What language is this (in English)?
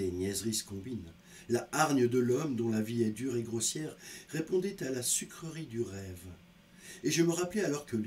French